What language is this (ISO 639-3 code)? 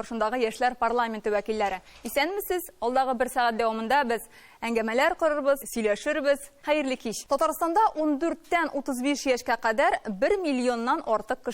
tat